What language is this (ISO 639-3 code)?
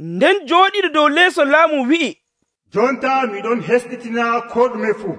fuv